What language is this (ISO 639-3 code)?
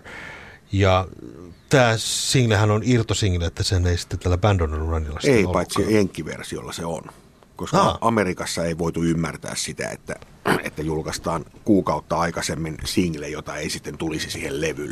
fin